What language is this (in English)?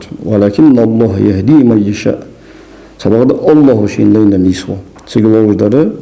Ingush